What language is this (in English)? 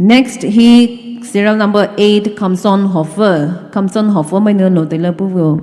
Poumei Naga